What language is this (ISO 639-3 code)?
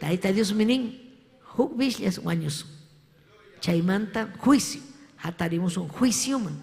quy